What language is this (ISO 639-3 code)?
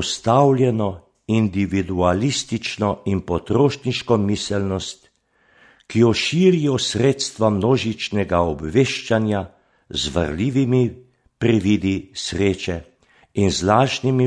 slv